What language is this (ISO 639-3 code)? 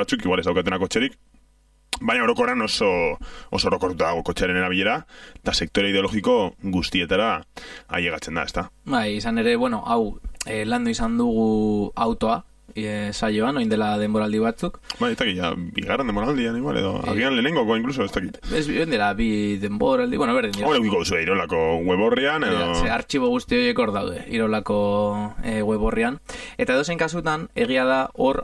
eus